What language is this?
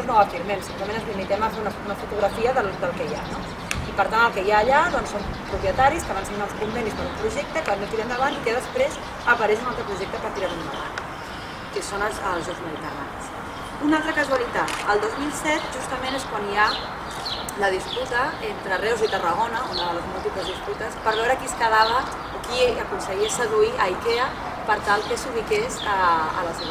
Catalan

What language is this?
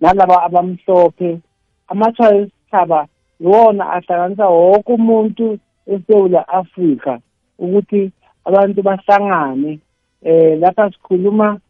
South Ndebele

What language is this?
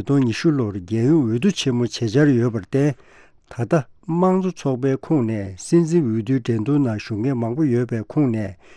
Tibetan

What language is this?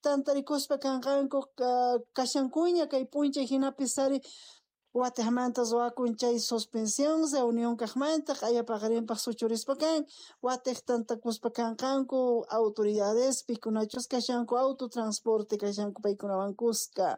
South Bolivian Quechua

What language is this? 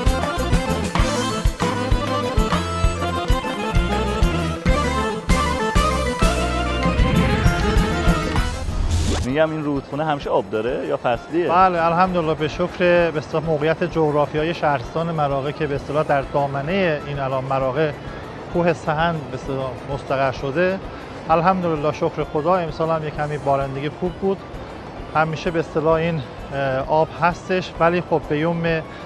Persian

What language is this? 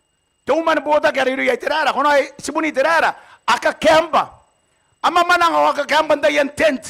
Gilbertese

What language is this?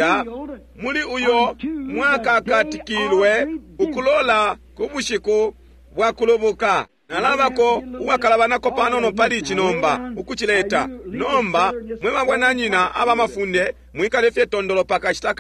Bemba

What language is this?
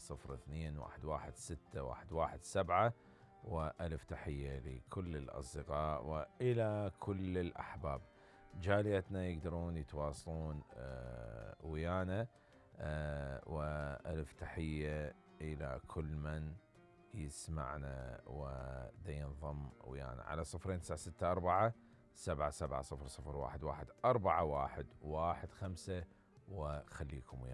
Mesopotamian Arabic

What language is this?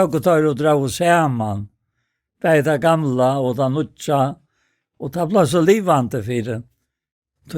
Faroese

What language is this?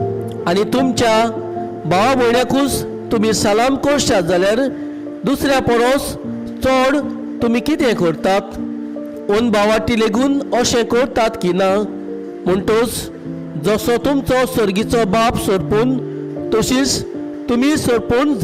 Konkani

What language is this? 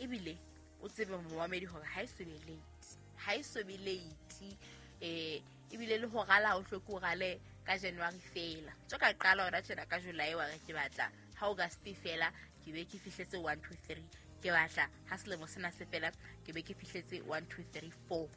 Southern Sotho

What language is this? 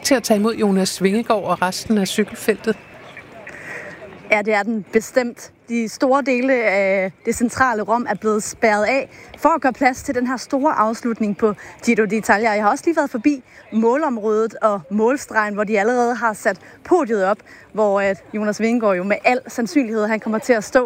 Danish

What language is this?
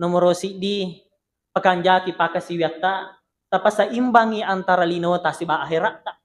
Buginese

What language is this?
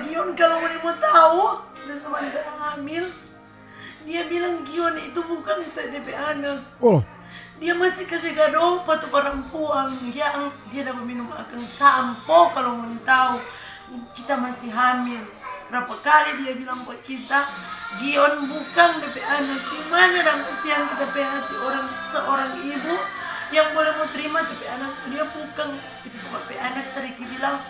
Manado Malay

